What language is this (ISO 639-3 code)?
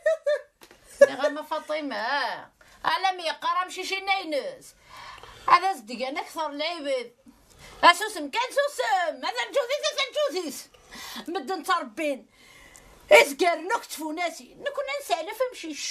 kab